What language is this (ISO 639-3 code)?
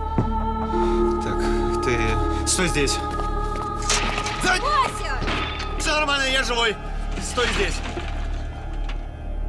rus